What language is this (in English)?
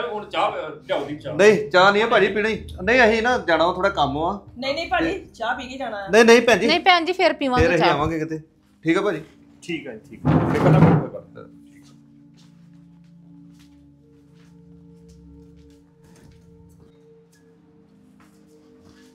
Punjabi